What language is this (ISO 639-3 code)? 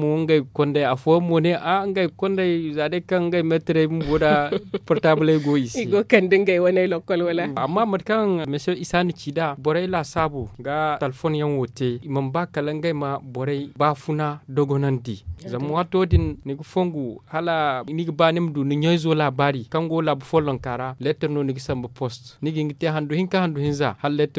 dje